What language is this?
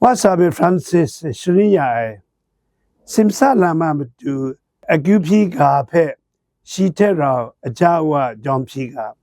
Kachin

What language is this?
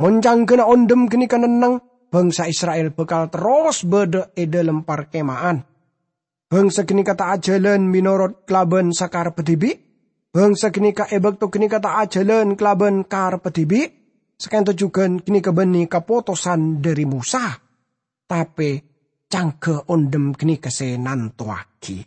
Madurese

